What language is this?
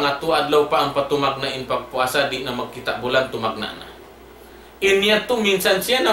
Tausug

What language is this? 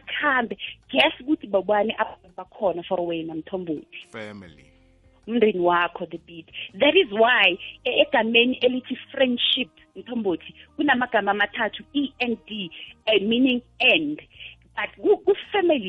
South Ndebele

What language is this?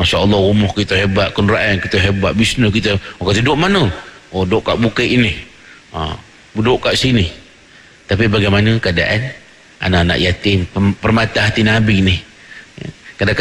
Malay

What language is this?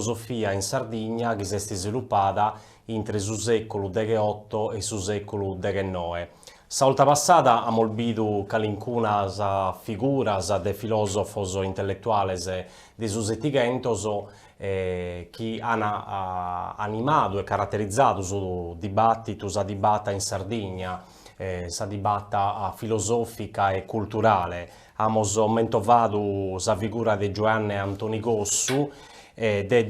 Sardinian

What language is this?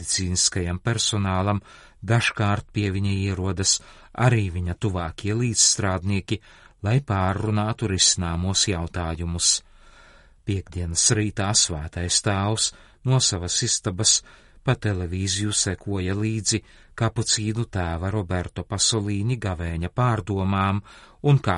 Latvian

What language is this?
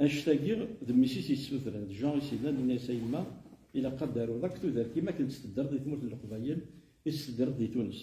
Kabyle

